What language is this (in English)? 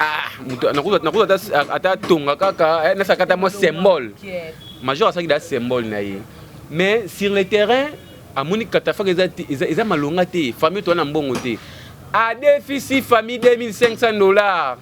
Lingala